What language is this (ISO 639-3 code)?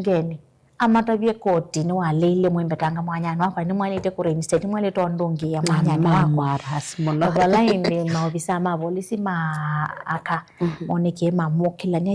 kam